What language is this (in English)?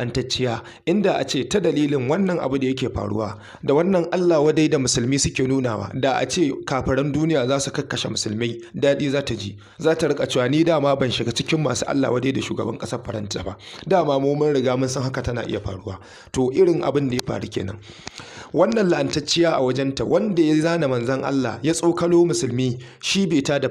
Hausa